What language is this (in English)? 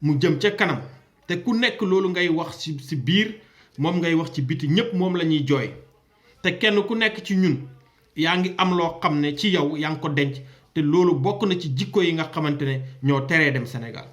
Wolof